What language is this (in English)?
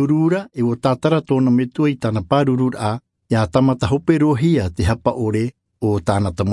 Tahitian